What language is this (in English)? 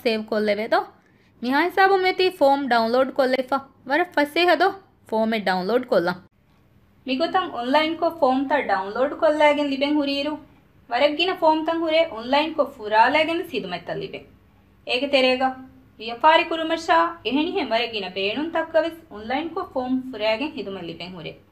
Divehi